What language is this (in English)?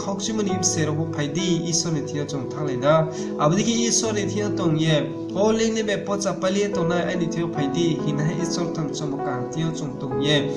Riang (India)